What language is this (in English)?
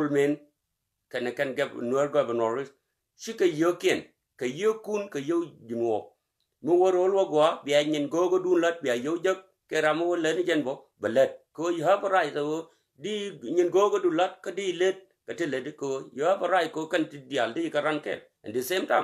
Nuer